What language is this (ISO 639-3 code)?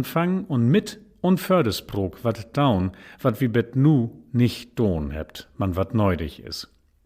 nds